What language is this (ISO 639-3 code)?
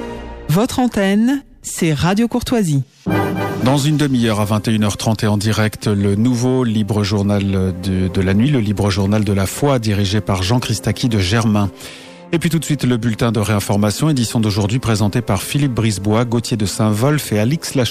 fra